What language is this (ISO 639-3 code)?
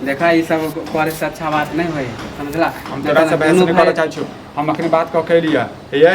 mai